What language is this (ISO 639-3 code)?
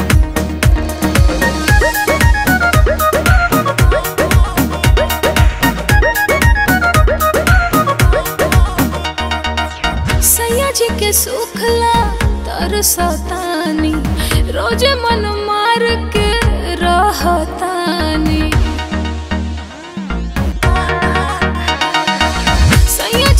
bho